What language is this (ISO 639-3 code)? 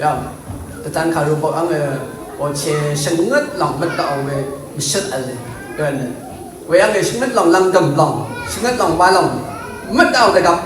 raw